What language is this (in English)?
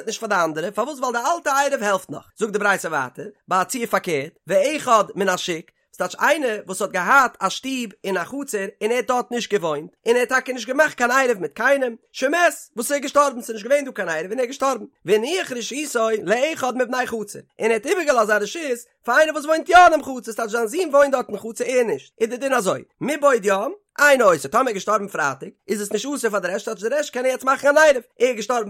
Yiddish